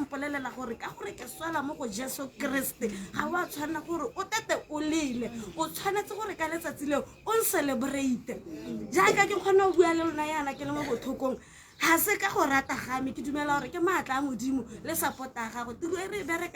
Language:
Tswana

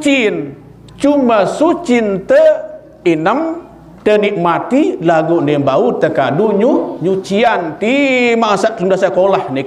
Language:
Sasak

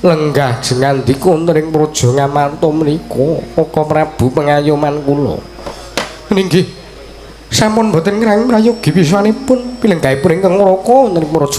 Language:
Javanese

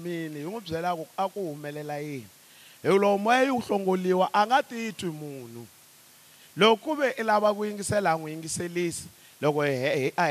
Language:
Tsonga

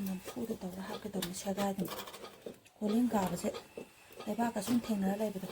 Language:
Manipuri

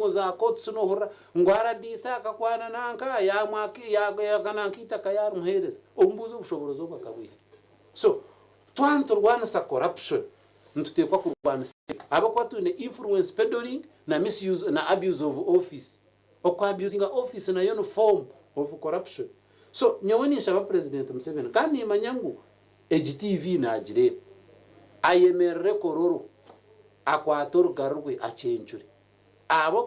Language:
Nyankole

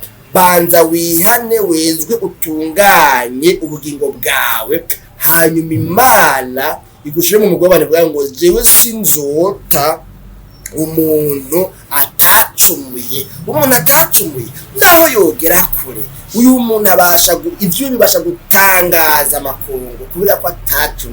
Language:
Rundi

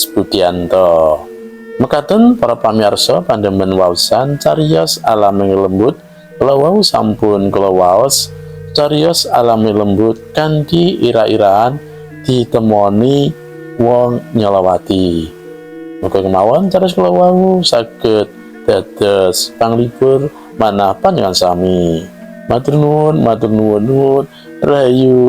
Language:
Javanese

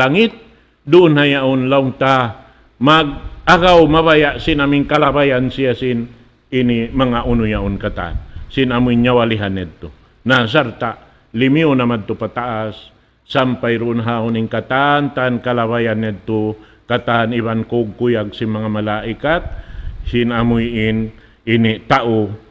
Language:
Tausug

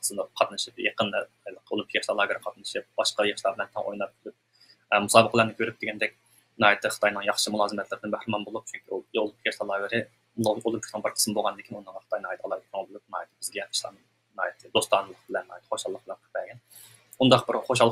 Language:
Uyghur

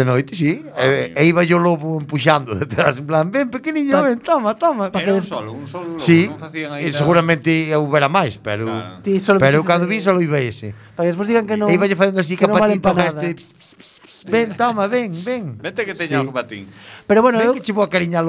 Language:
Galician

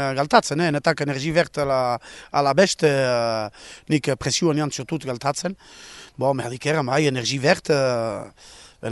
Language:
Basque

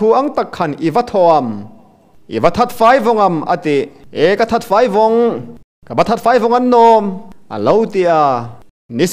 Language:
Hmar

